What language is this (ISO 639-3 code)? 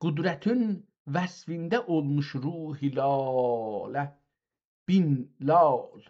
azb